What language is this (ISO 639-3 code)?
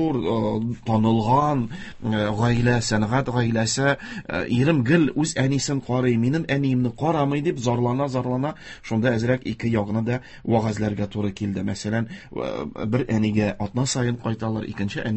tat